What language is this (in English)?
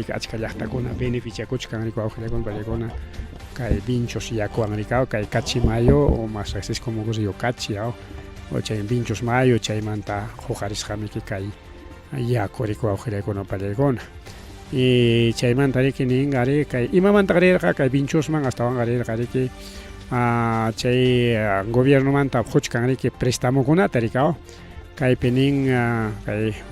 Ayacucho Quechua